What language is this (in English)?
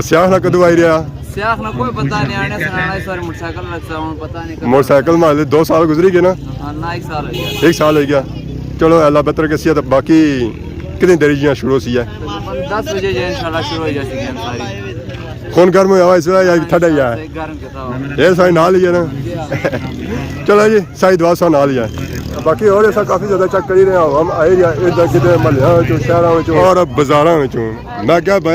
Pahari-Potwari